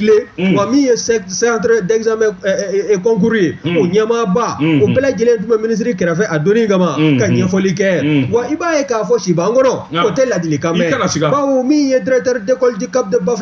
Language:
Bambara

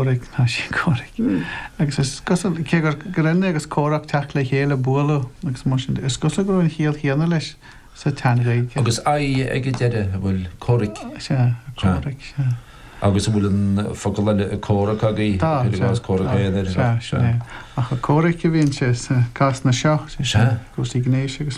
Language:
Irish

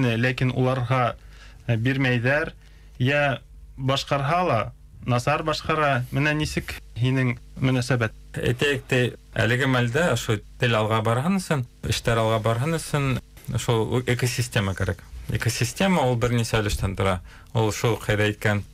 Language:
Bashkir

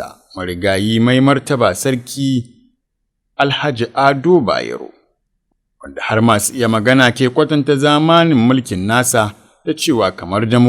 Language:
Hausa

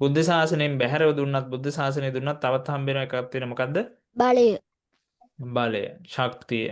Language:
Sinhala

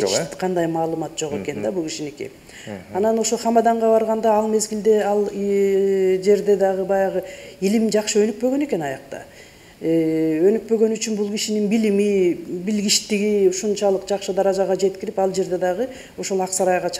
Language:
Kyrgyz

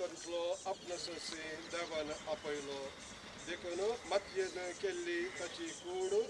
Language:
Konkani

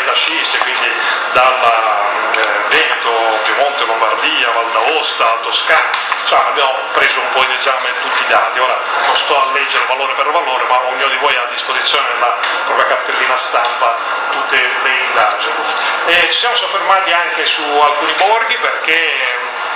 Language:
Italian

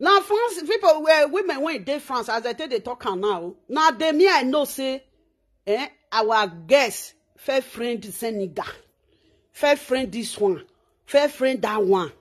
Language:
Nigerian Pidgin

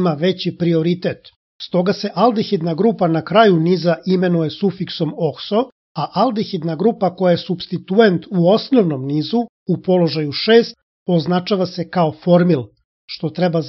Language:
Serbian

